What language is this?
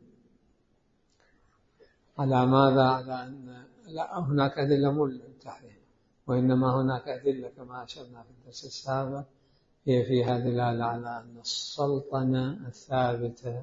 Arabic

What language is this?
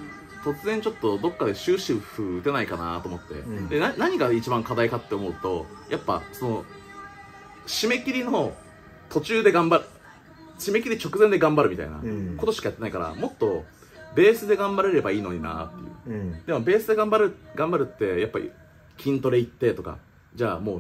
Japanese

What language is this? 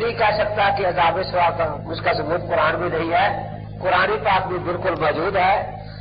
Urdu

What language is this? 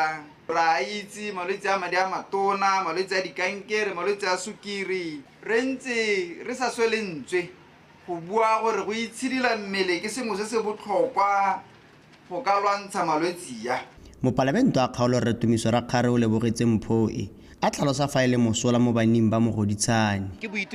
Tswana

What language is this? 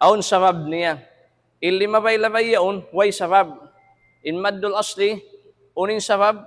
Tausug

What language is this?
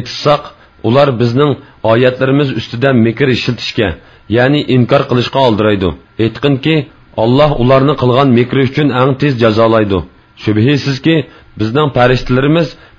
Uyghur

